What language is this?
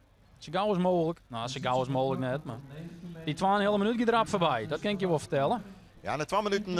Western Frisian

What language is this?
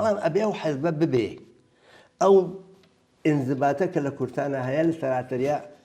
Central Kurdish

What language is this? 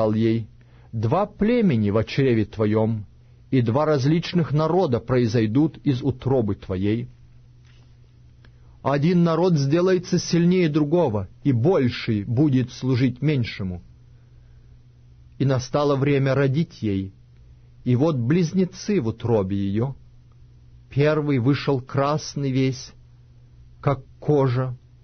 Russian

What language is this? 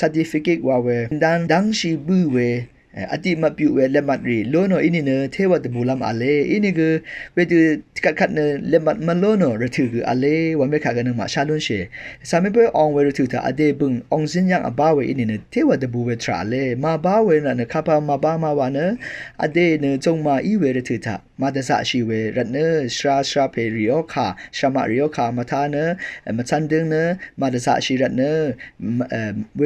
Rawang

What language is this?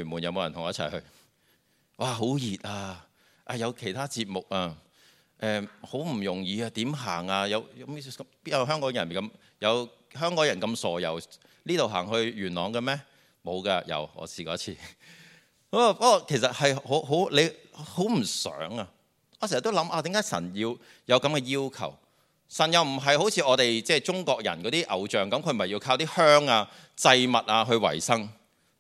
Cantonese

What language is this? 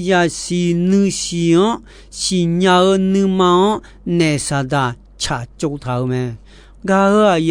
Akha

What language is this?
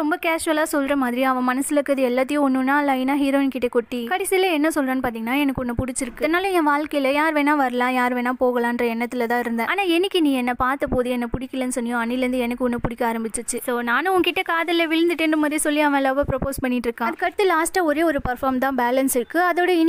Tamil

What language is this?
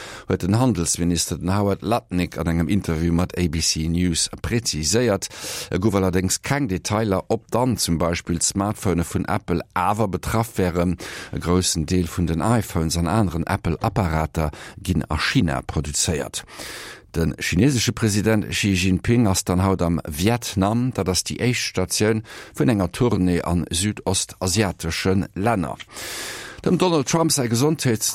Luxembourgish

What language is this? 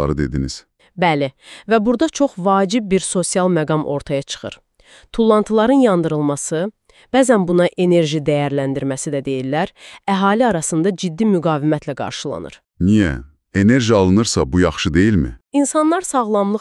Azerbaijani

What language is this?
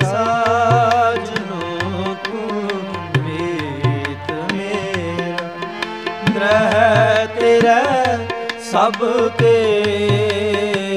Punjabi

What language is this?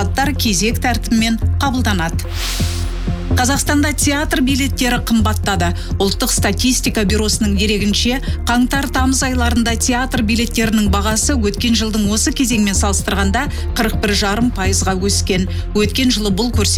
Kazakh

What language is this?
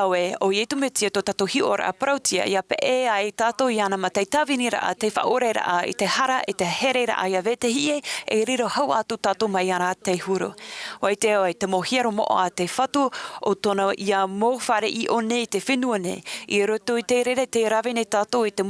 Tahitian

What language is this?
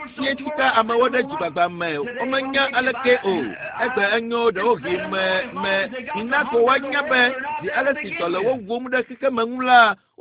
Ewe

